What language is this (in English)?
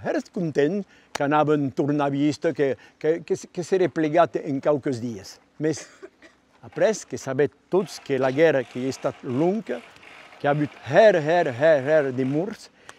Occitan